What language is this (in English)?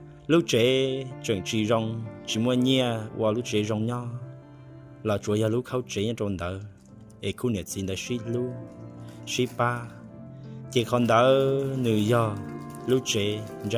Hmong